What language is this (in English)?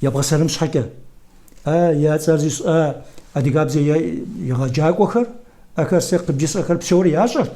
Kabardian